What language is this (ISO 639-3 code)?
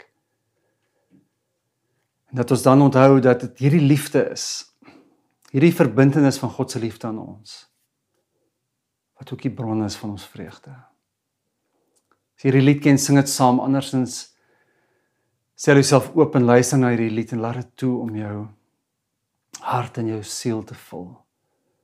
afr